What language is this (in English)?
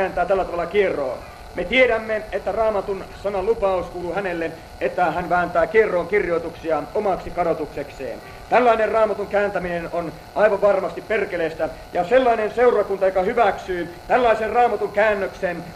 Finnish